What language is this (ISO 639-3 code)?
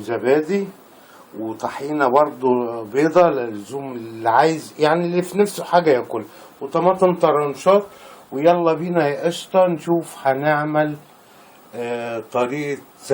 arz